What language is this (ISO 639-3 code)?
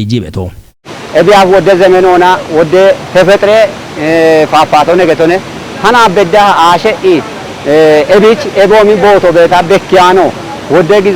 kbr